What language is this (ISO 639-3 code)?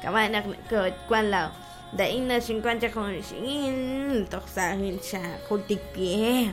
kek